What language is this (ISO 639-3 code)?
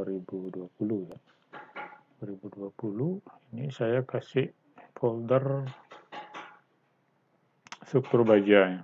ind